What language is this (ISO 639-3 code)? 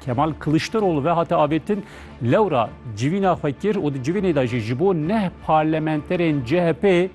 kur